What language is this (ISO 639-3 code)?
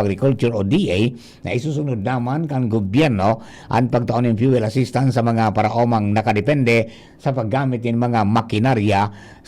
bik